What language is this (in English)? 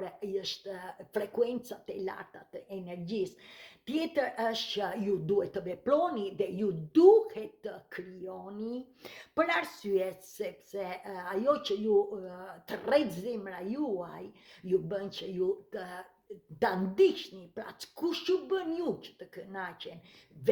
Albanian